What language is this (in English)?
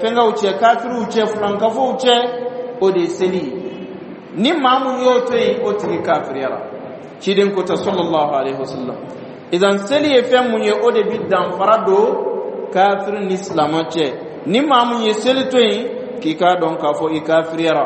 Dyula